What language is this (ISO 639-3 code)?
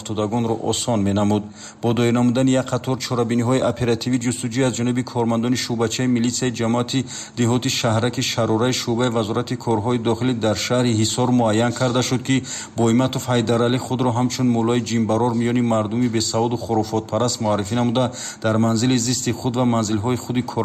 tgk